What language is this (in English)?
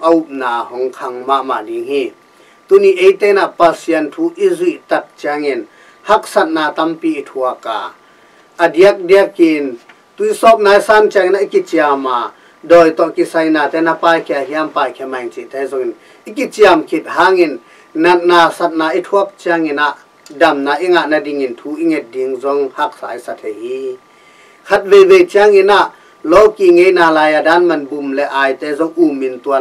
Tedim Chin